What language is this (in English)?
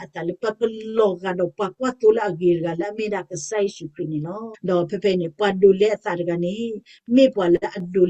S'gaw Karen